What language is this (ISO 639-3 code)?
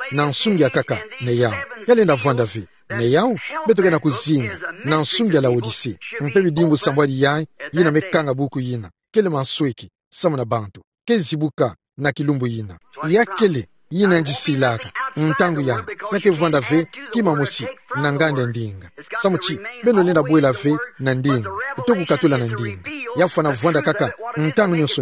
ktu